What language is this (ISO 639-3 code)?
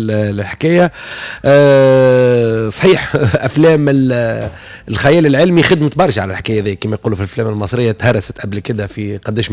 aeb